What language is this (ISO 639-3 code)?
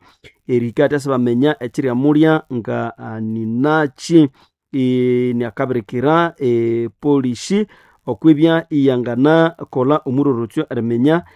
nnb